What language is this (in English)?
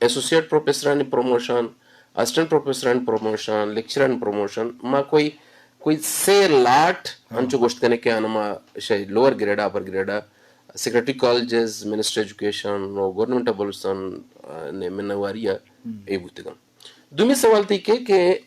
Eastern Balochi